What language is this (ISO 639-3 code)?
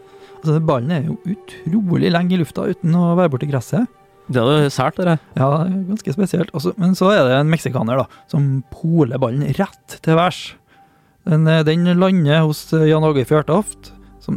nor